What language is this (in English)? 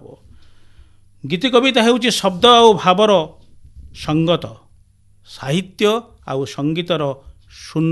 Odia